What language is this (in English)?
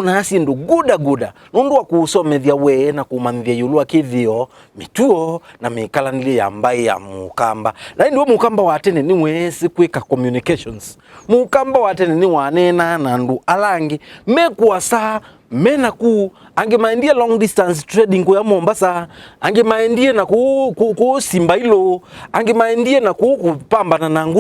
Kamba